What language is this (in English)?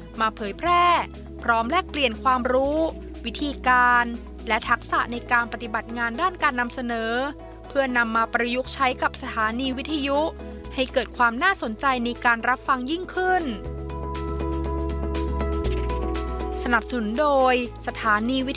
Thai